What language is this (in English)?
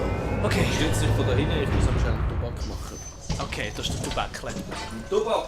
Swiss German